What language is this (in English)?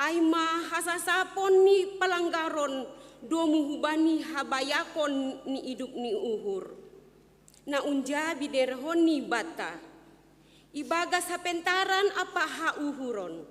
Batak Simalungun